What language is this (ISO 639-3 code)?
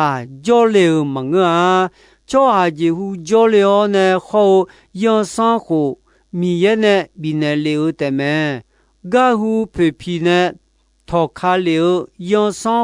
ahk